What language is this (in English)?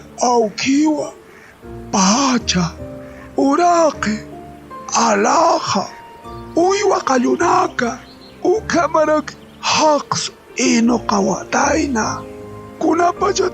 Aymara